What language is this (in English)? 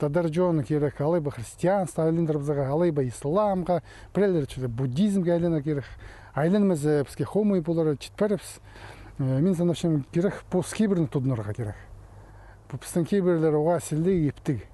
Khakas